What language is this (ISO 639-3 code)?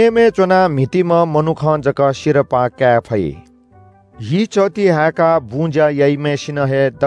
new